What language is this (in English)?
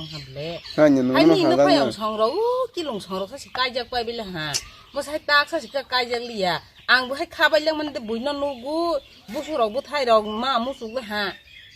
Kok Borok